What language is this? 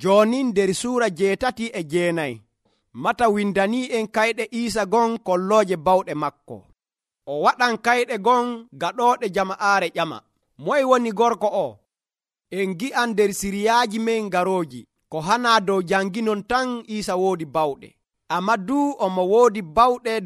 Nigerian Fulfulde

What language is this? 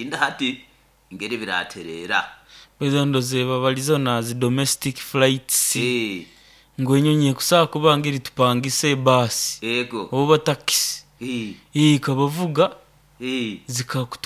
Nyoro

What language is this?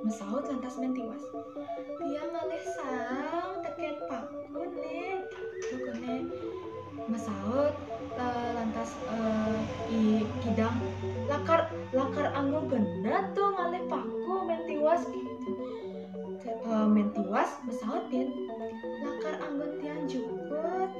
Balinese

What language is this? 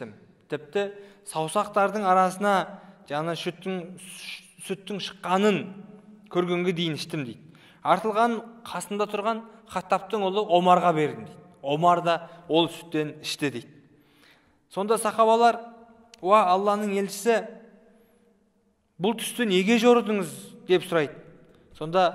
Kazakh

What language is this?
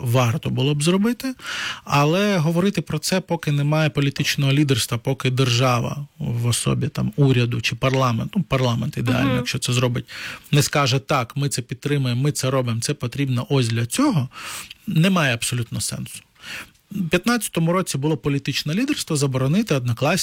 Ukrainian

